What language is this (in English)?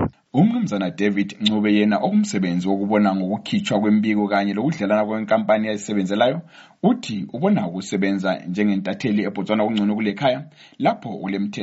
North Ndebele